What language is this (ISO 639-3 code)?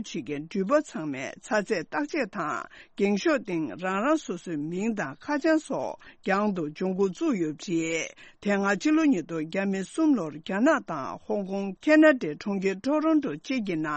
bod